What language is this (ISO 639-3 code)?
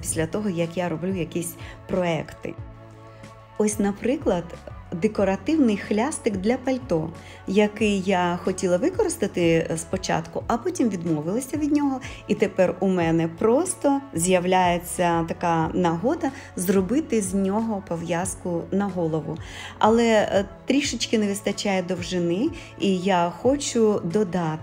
ukr